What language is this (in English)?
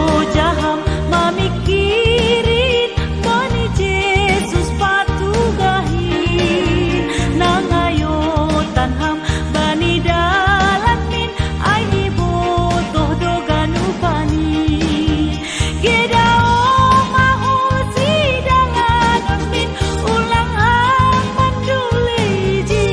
Batak Simalungun